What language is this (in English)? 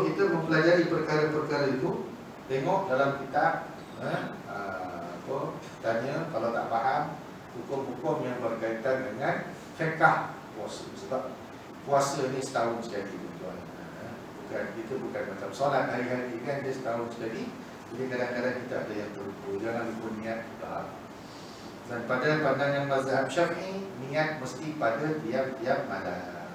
Malay